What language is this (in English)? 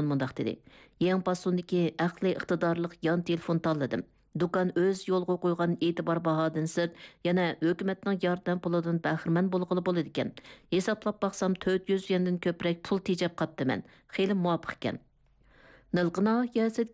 Uyghur